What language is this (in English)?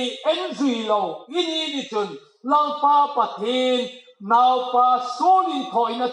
Hmar